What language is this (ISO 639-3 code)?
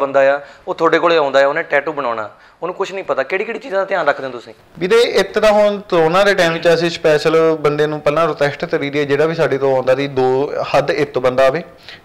pan